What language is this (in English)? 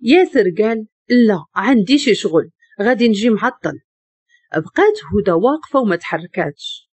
Moroccan Arabic